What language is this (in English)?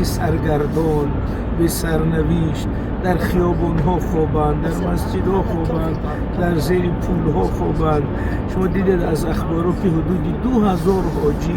Tajik